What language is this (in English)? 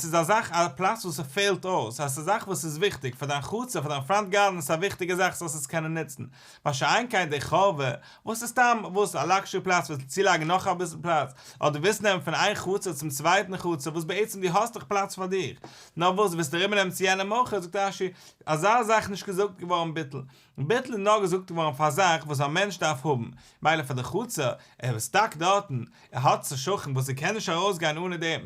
Yiddish